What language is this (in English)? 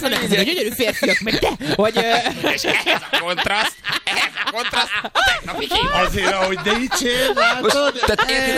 Hungarian